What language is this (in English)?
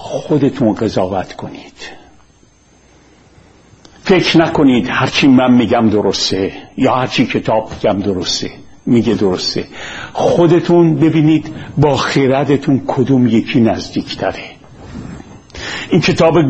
Persian